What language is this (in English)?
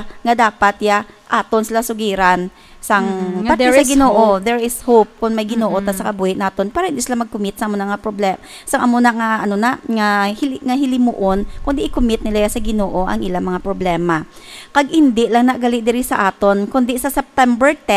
Hiligaynon